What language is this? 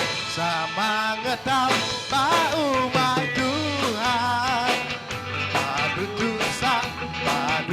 Iban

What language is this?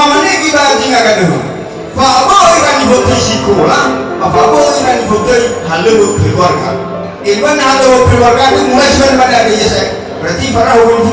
Nias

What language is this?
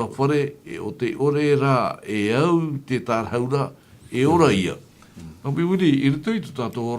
Tahitian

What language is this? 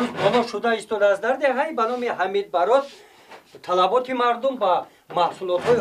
Tajik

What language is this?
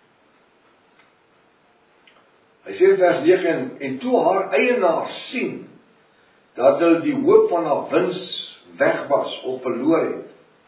Afrikaans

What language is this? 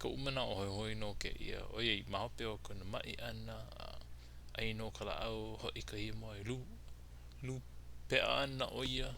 Hawaiian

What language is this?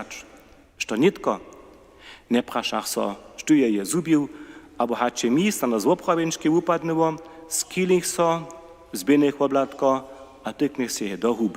Upper Sorbian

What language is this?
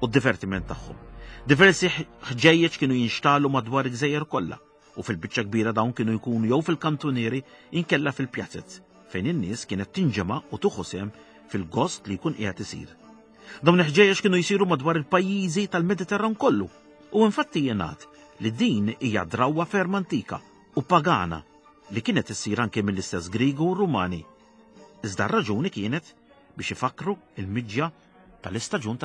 Maltese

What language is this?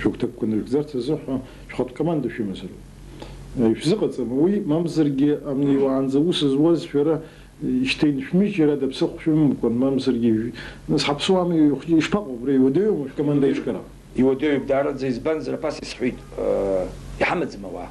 Abkhazian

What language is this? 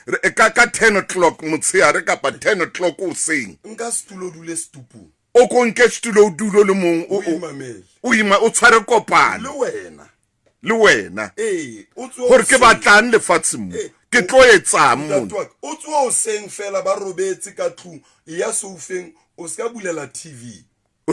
Southern Sotho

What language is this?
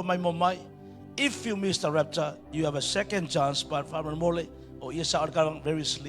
Samoan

